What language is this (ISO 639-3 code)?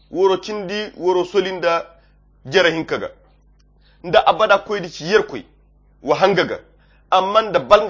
khq